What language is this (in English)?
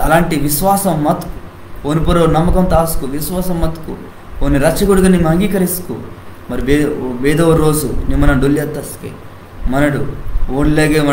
Koya